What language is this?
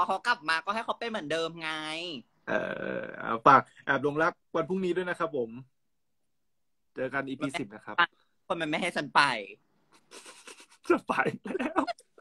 Thai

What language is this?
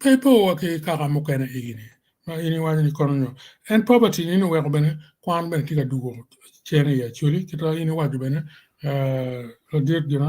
Acoli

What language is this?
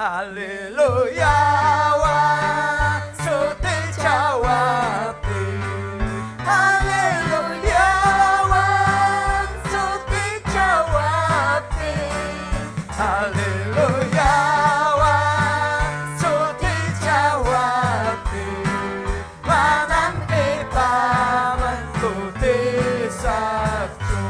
Ayacucho Quechua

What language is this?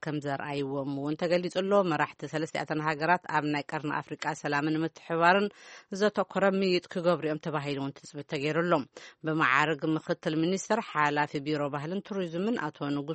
Tigrinya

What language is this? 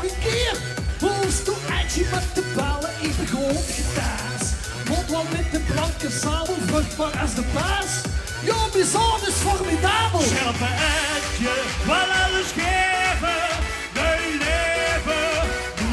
Limburgish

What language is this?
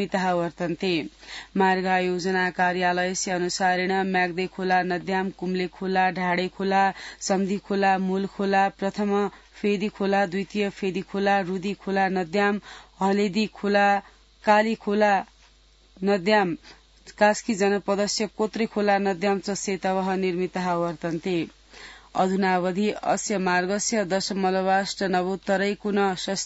Sanskrit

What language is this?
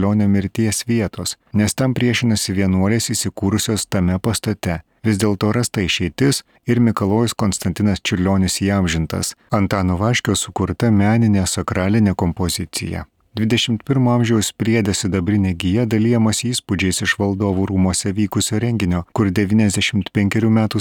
Lithuanian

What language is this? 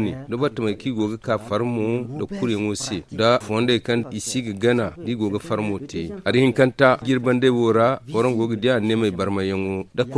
Zarma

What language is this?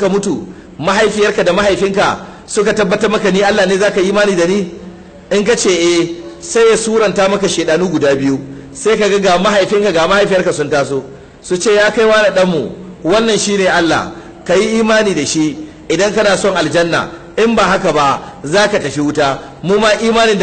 Hausa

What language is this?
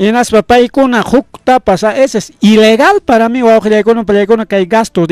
Ayacucho Quechua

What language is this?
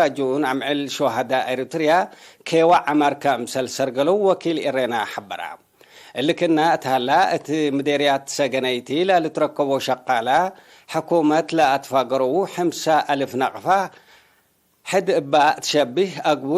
Tigre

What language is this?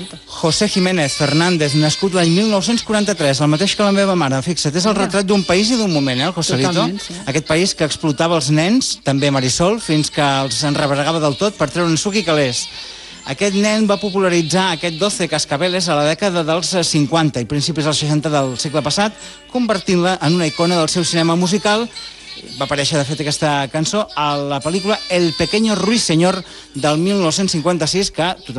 Catalan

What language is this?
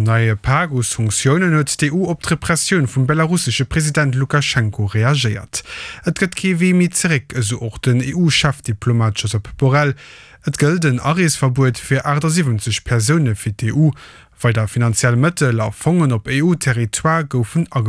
Luxembourgish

